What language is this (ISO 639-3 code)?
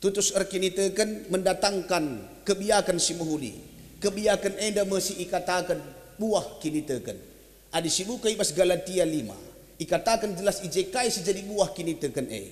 btx